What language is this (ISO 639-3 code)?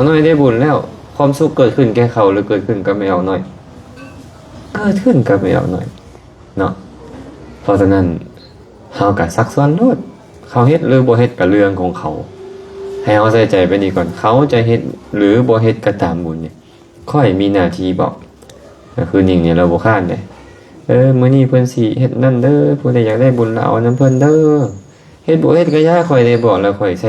lao